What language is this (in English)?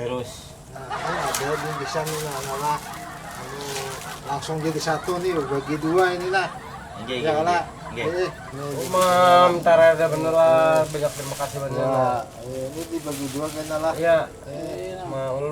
Banjar